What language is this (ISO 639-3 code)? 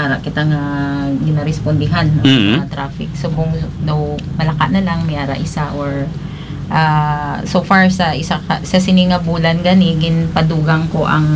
hil